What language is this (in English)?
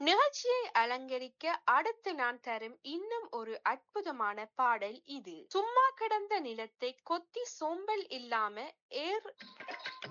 Tamil